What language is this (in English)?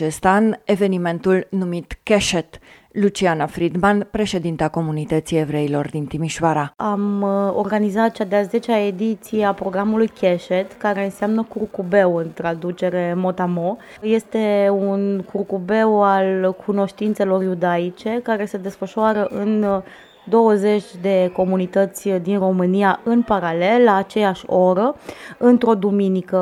Romanian